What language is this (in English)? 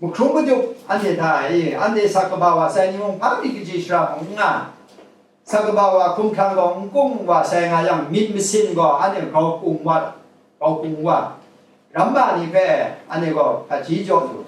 Kachin